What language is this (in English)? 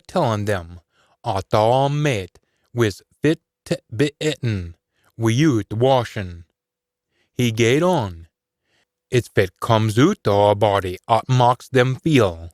Scots